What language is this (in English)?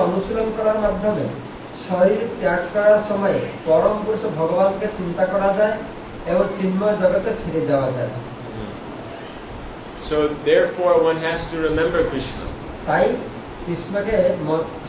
Bangla